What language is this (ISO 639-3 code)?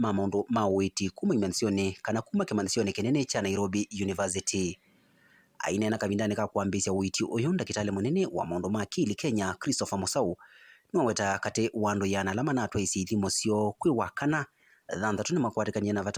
kam